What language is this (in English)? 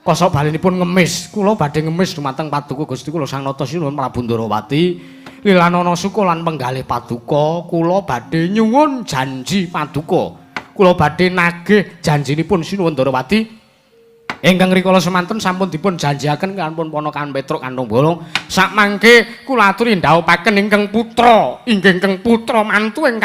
Javanese